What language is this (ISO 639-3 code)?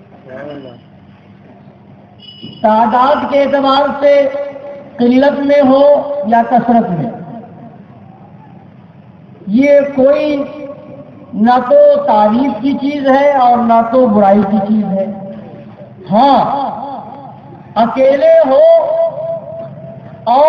urd